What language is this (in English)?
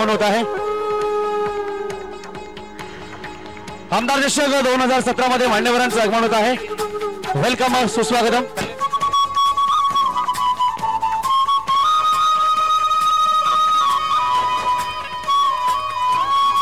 Marathi